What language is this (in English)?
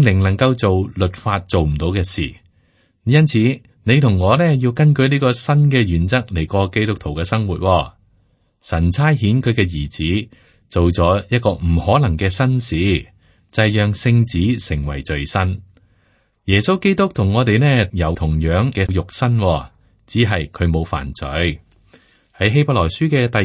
Cantonese